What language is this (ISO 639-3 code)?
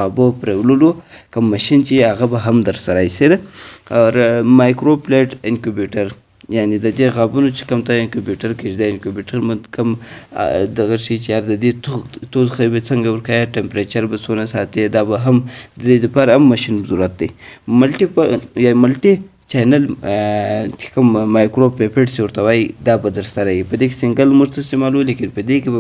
pus